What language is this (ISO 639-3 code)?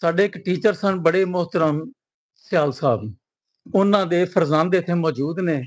lah